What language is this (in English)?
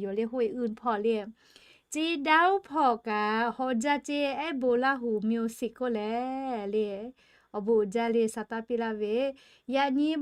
Lahu